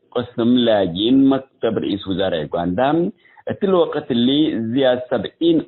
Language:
Tigre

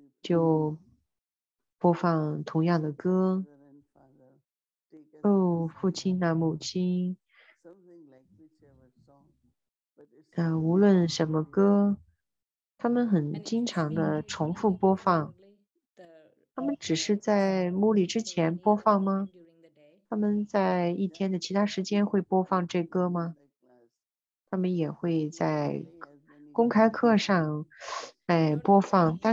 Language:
Chinese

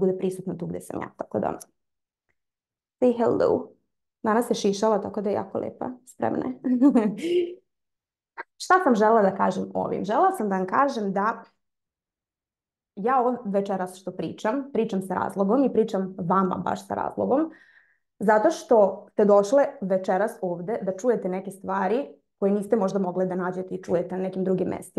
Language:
Serbian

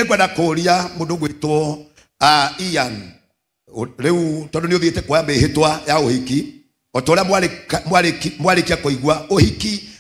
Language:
Kikuyu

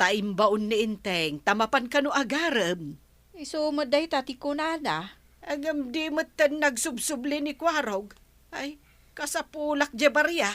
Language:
Iloko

